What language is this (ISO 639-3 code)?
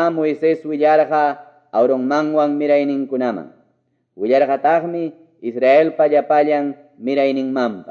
que